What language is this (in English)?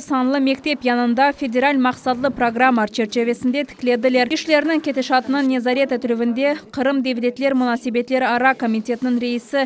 Crimean Tatar